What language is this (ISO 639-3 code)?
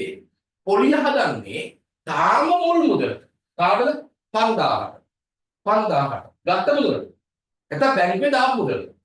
sin